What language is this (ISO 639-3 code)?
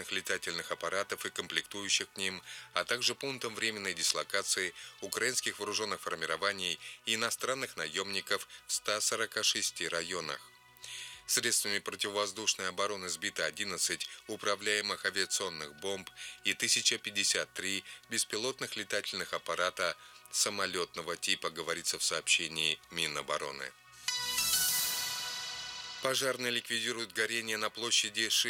rus